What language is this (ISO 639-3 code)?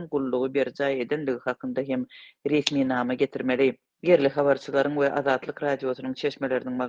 tuk